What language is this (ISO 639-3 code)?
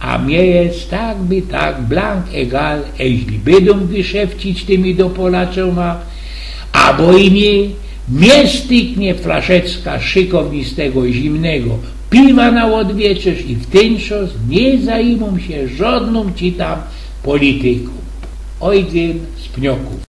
szl